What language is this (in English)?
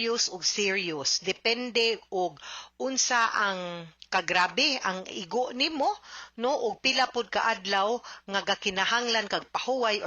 Cebuano